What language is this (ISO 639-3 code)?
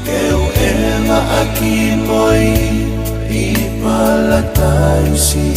ton